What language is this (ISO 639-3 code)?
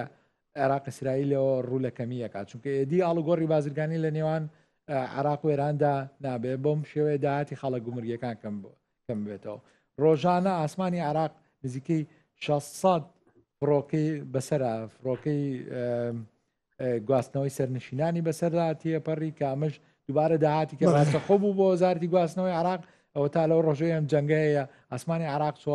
ckb